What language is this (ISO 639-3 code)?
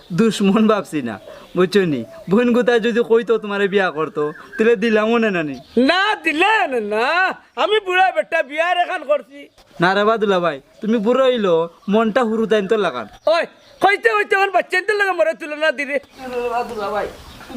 syl